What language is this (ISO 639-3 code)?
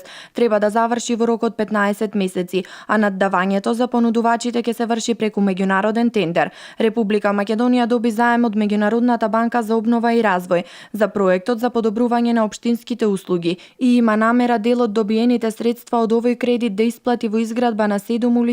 mkd